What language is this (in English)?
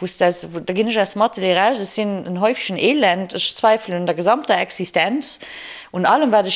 Luxembourgish